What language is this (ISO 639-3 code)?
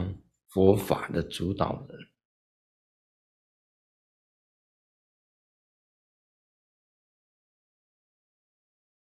zho